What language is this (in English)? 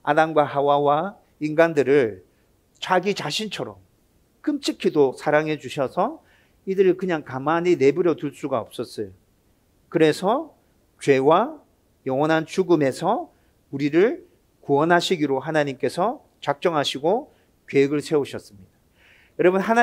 Korean